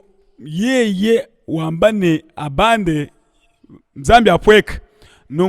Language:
Luba-Lulua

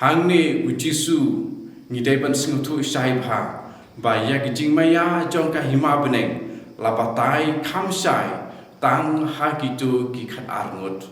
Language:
Khasi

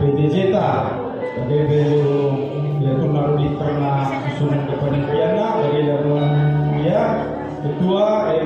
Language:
Batak Karo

